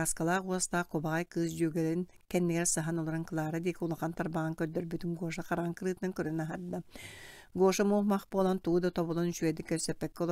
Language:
Yakut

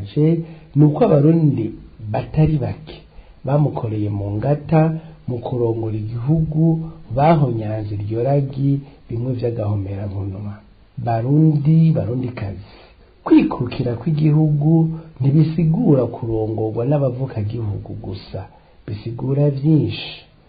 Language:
Rundi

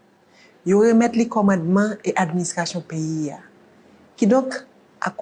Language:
Haitian Creole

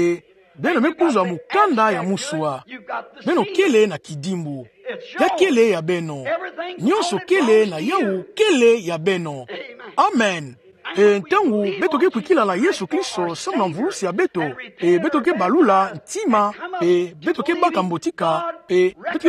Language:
Kituba (Democratic Republic of Congo)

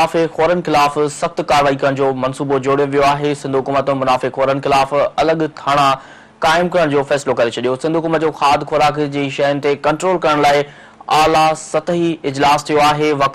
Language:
Sindhi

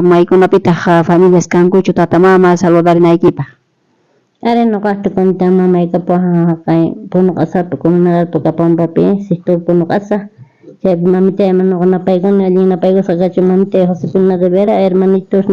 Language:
South Bolivian Quechua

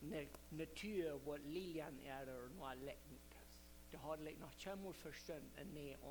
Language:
Plautdietsch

